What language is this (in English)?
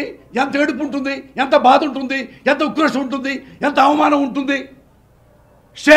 Telugu